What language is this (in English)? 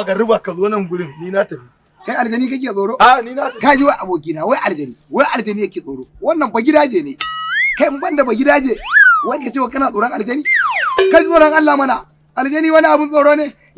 Hausa